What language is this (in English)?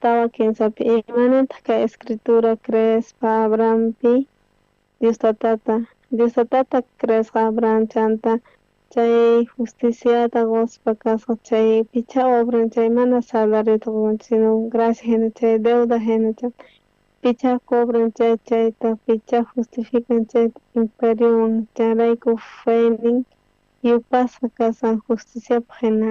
South Bolivian Quechua